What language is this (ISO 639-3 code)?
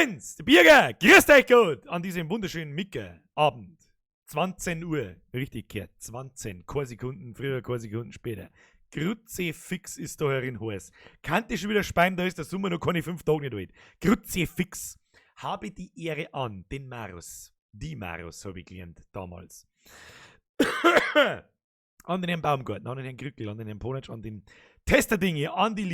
bar